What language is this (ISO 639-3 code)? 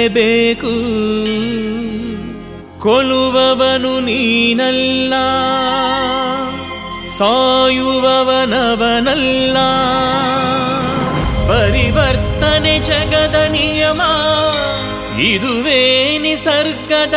kan